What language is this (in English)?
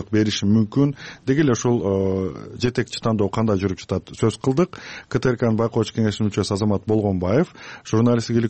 Kyrgyz